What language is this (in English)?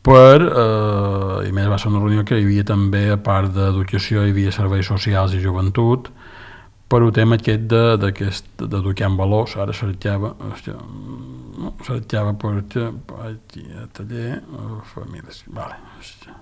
Catalan